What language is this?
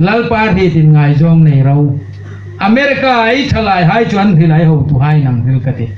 Hmar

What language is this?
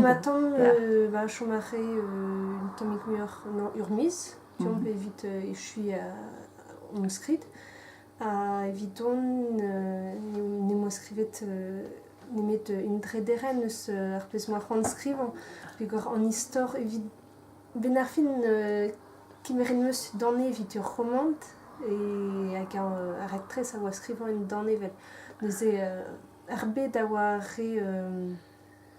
Breton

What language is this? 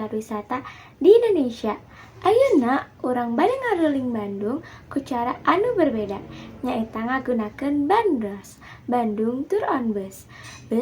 Sundanese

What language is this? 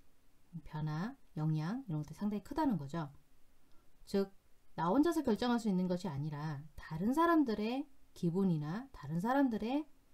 Korean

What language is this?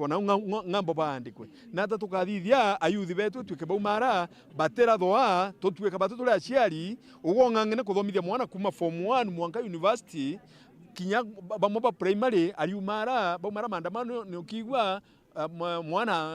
Meru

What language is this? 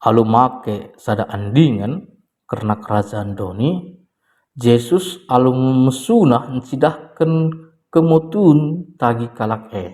Batak Karo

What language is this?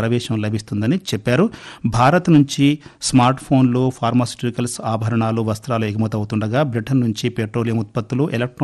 Telugu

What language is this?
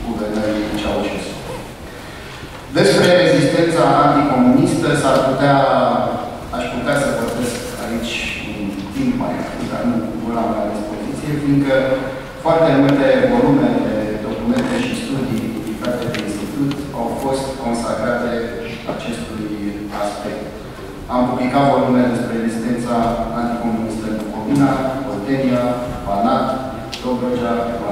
Romanian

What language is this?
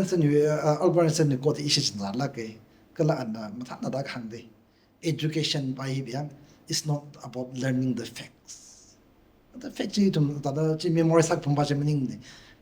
Tangkhul Naga (India)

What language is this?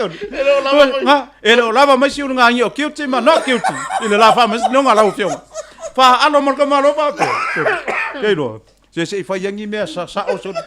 Samoan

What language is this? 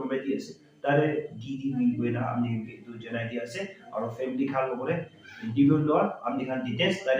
Naga Pidgin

